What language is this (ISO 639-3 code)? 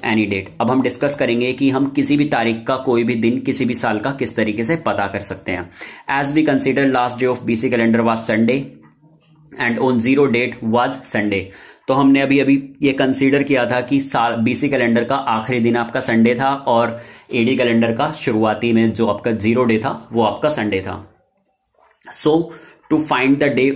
hin